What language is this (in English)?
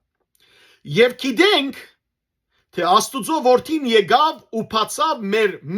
Western Armenian